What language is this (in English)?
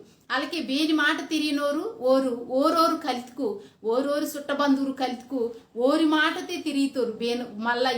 Koya